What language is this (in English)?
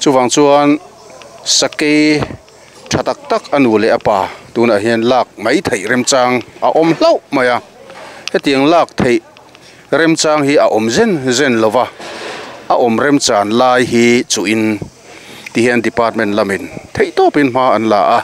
Mizo